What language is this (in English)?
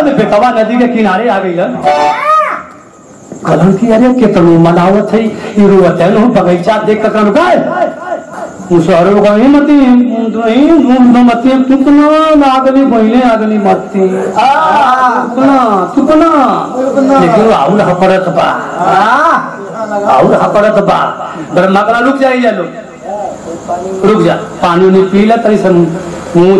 Bhojpuri